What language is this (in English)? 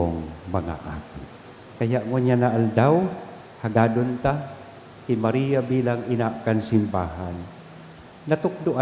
Bikol